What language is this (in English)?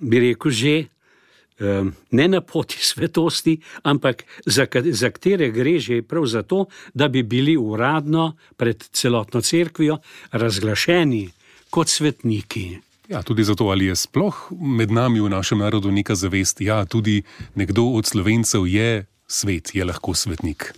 Slovenian